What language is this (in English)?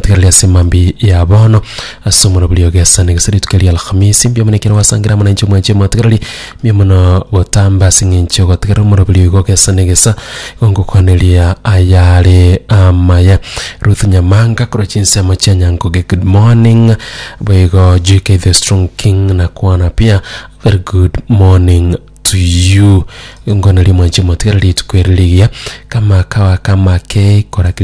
Gusii